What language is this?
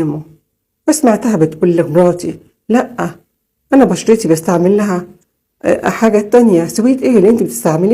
Egyptian Arabic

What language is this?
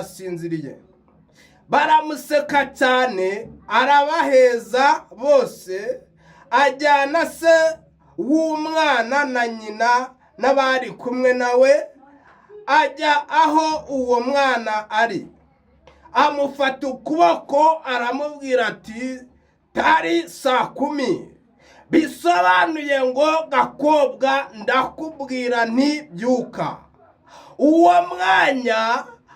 Kinyarwanda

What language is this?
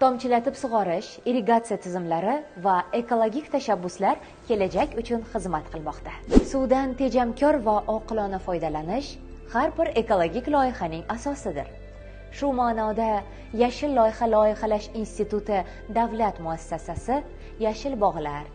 Uzbek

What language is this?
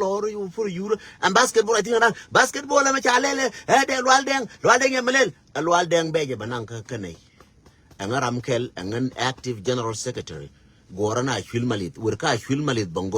Nuer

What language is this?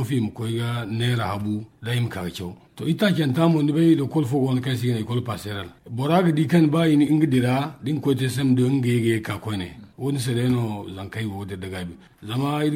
Zarma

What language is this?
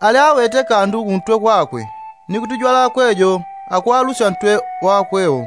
Yao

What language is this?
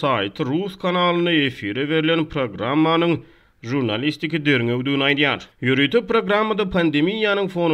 Turkmen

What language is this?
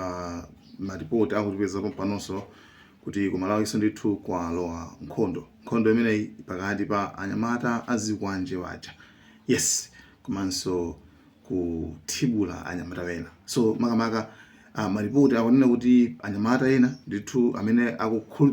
Nyanja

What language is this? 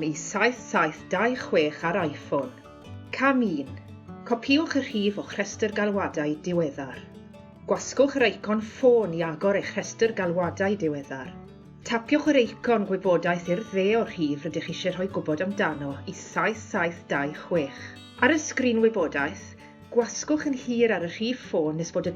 Welsh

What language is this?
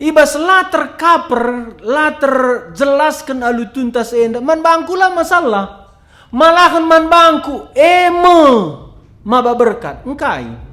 Batak Karo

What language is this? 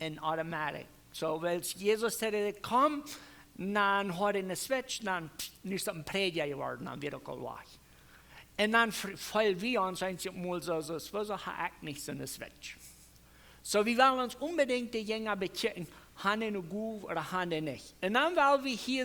Plautdietsch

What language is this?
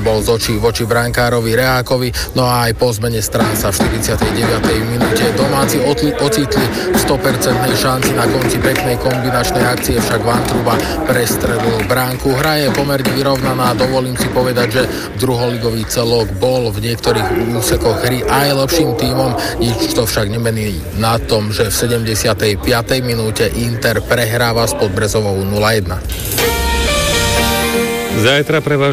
Slovak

